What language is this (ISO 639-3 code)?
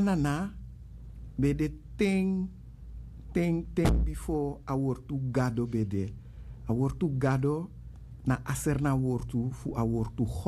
srn